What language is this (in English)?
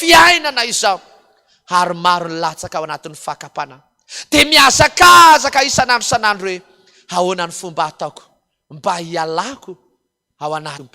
Malagasy